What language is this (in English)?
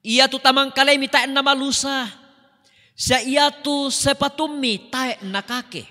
Toraja-Sa'dan